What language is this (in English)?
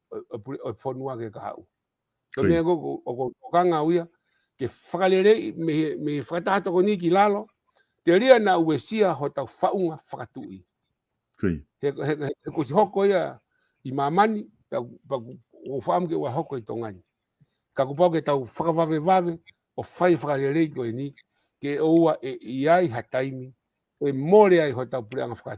Tongan